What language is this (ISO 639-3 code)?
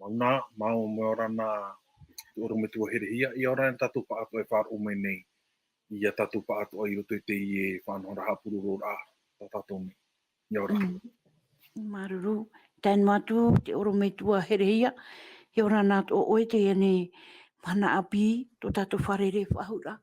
tah